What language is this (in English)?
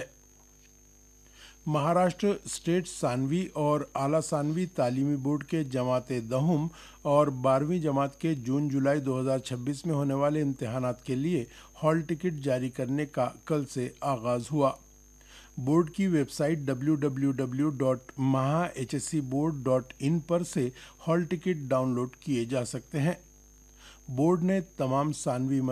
Urdu